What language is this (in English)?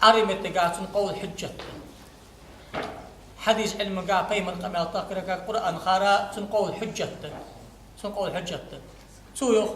Ingush